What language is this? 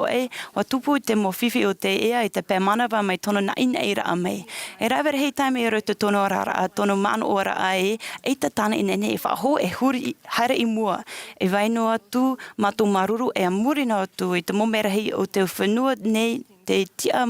Tahitian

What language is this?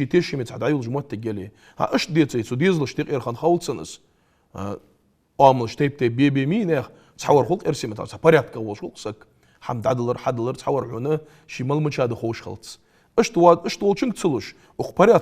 Ingush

